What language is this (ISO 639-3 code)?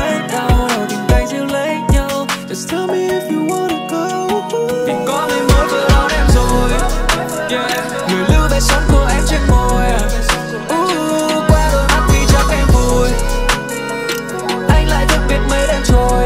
vie